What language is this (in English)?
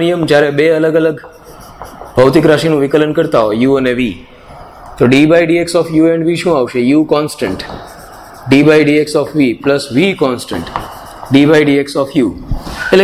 Gujarati